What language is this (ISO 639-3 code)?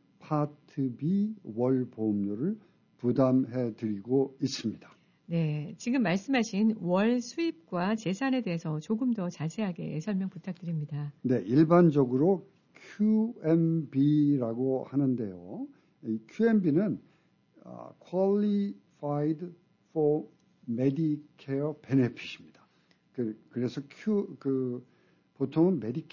kor